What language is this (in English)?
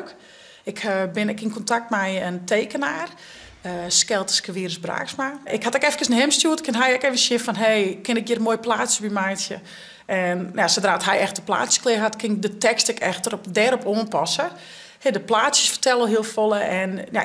Western Frisian